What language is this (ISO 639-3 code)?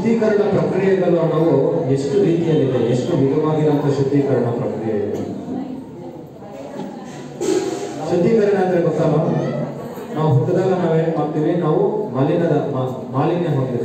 kan